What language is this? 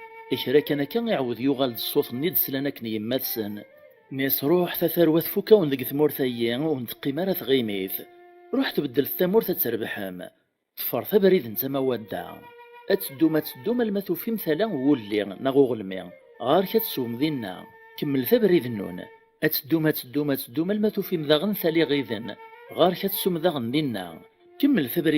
Kabyle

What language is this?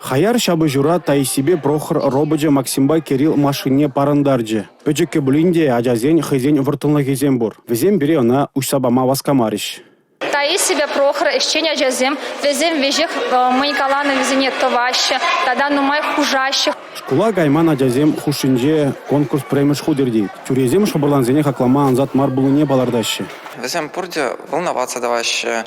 Chuvash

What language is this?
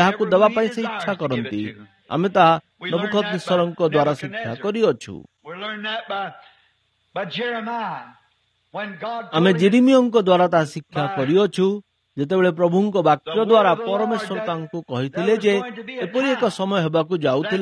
Odia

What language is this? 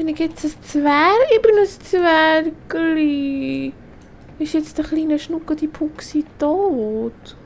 Swiss German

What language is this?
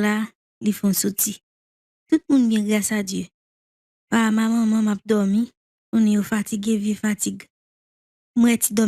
Haitian Creole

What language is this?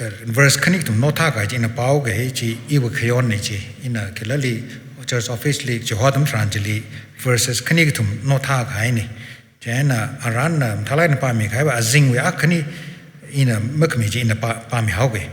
Tangkhul Naga (India)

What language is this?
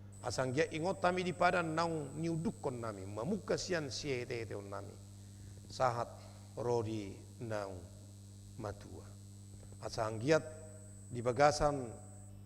Batak Toba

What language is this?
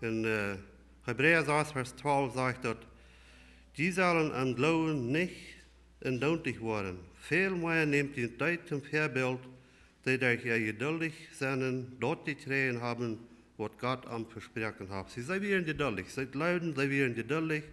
Plautdietsch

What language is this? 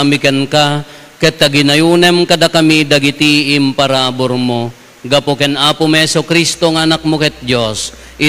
Iloko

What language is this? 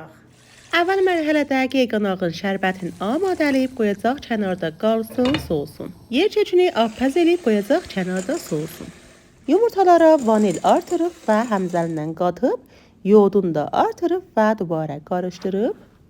South Azerbaijani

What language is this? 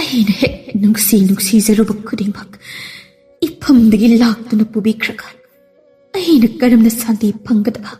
Manipuri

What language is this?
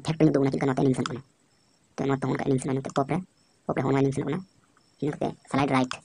Santali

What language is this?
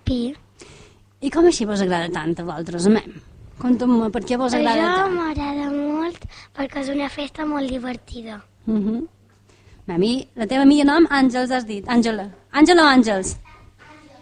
Catalan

